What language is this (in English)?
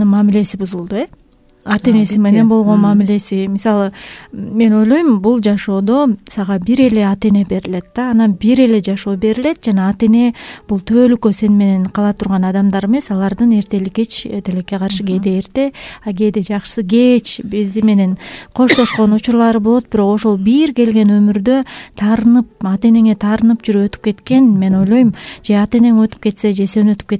Kyrgyz